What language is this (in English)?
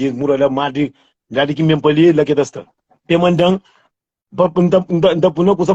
Kabuverdianu